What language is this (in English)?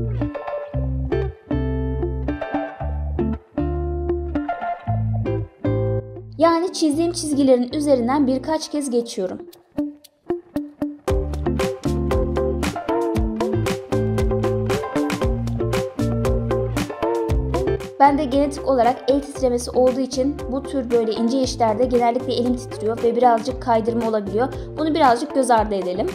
Turkish